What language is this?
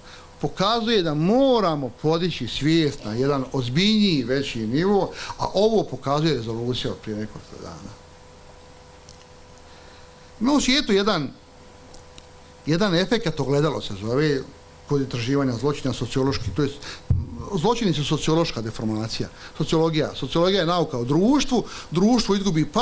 Bosnian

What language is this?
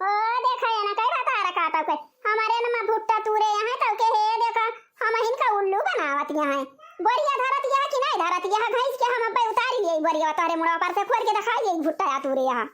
Awadhi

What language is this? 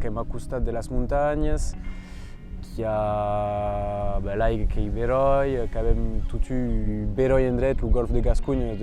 Occitan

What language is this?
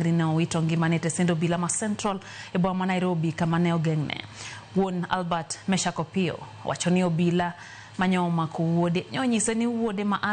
Luo (Kenya and Tanzania)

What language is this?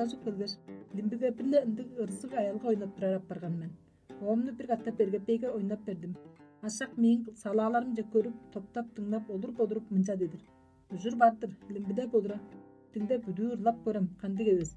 Tuvinian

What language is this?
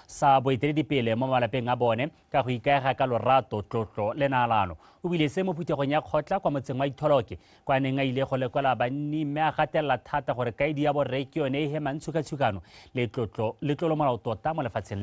Tswana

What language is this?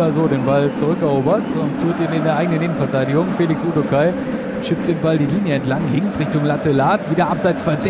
German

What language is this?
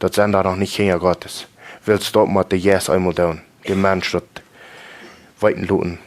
Plautdietsch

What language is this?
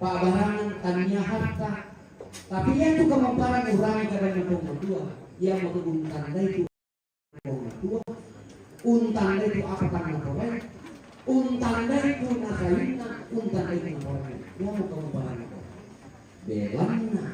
Toraja-Sa'dan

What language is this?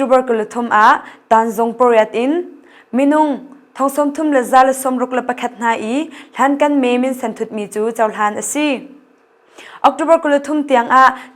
Hakha Chin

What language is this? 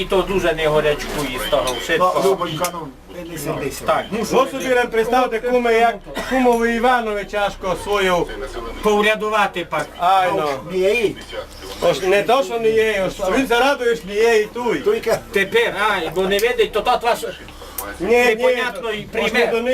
Rusyn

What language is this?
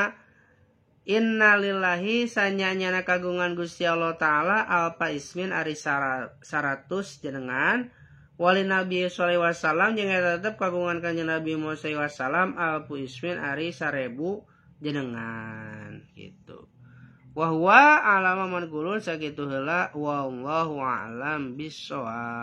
Sundanese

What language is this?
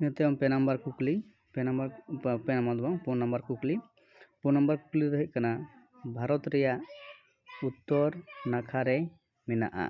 Santali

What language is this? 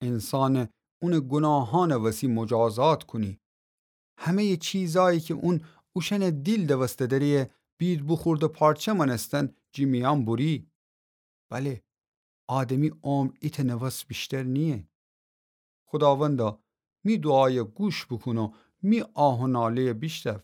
Gilaki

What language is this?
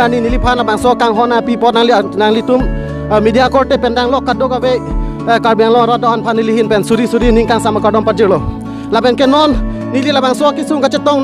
Karbi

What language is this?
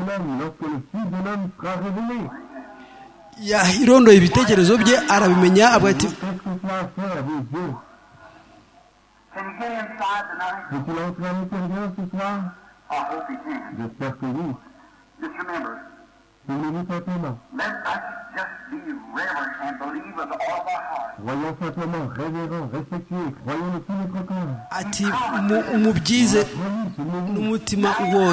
Kinyarwanda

